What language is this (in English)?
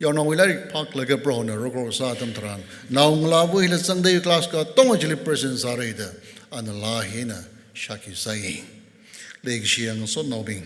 Tangkhul Naga (India)